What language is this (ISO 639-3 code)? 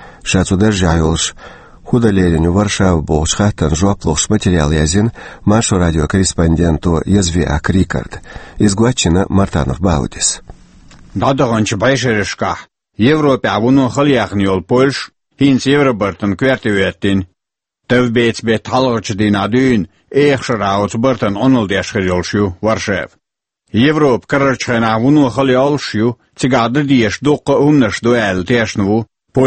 che